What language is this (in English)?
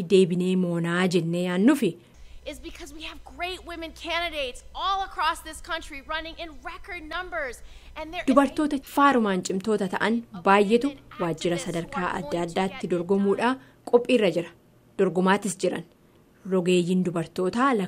Oromo